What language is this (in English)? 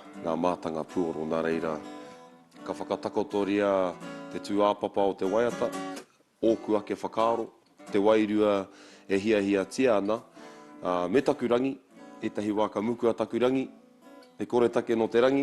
Māori